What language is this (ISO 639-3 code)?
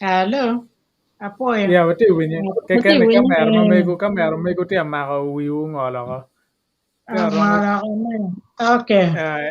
ach